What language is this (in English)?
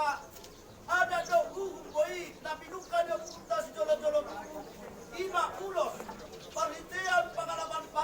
Batak Toba